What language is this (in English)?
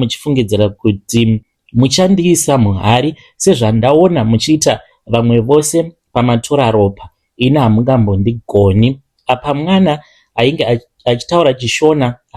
Shona